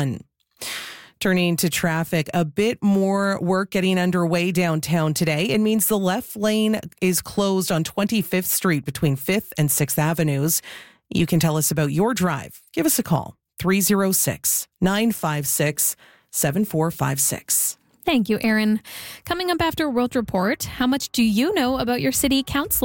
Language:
English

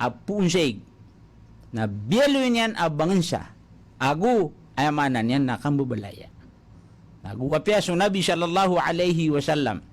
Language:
Maranao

